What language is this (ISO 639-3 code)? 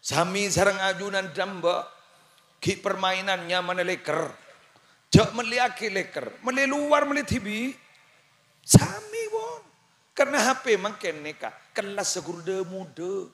mad